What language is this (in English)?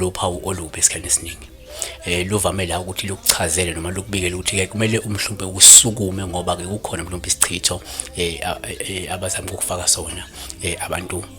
Zulu